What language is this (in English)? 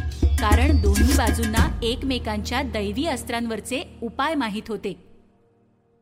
Marathi